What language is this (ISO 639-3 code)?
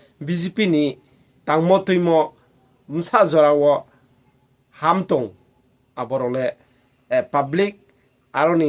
ria